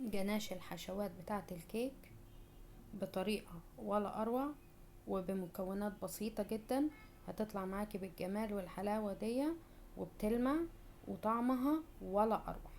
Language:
Egyptian Arabic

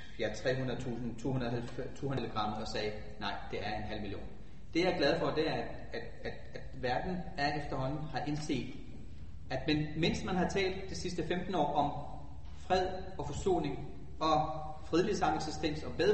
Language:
Danish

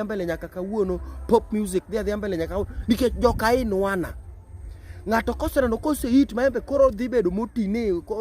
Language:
Luo (Kenya and Tanzania)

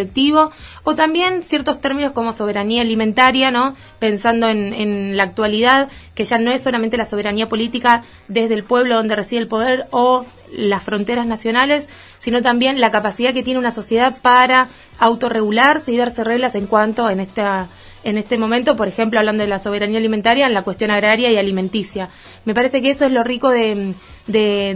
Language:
Spanish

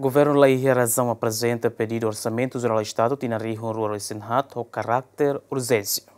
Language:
Tetum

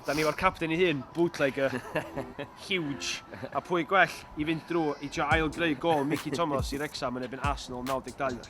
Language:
Welsh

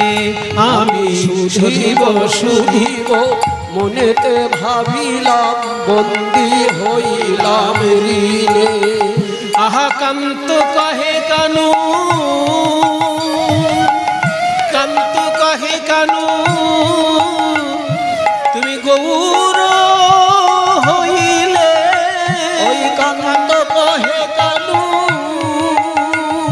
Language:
Bangla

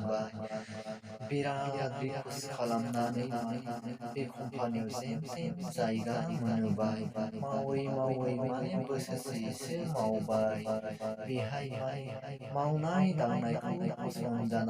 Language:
Bodo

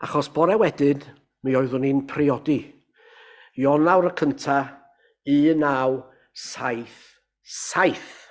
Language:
Welsh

